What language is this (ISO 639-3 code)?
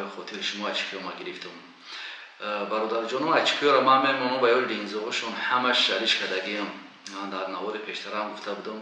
tgk